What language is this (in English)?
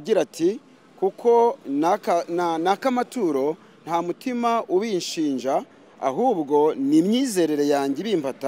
Kinyarwanda